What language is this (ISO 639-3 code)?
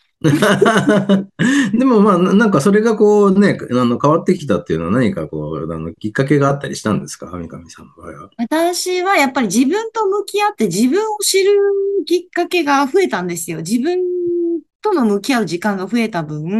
jpn